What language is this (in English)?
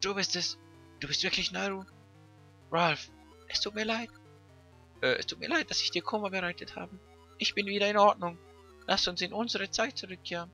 Swiss German